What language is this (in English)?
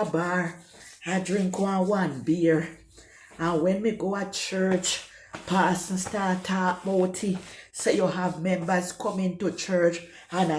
Jamaican Creole English